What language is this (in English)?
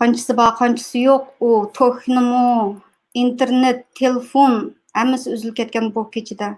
Uyghur